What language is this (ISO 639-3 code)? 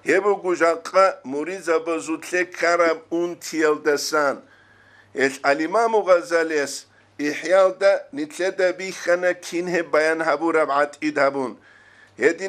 ava